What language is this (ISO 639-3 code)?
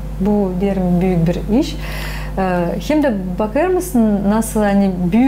gag